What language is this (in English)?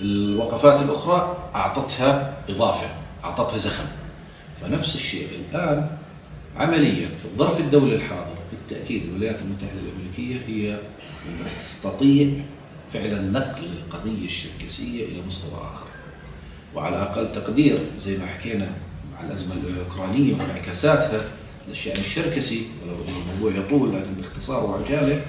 South Levantine Arabic